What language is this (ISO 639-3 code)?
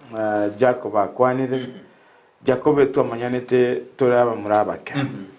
guz